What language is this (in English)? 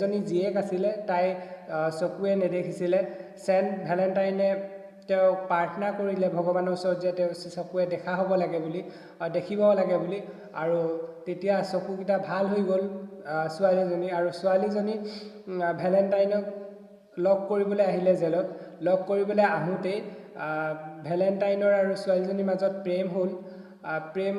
Assamese